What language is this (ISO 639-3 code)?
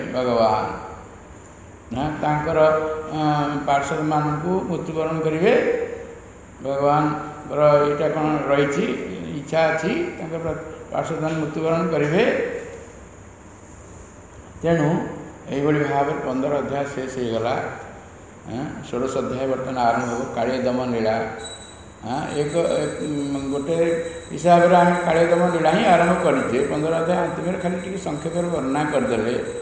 ori